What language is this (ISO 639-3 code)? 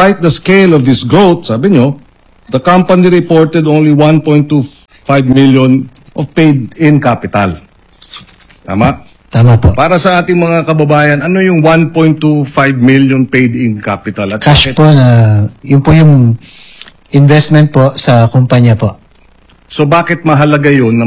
fil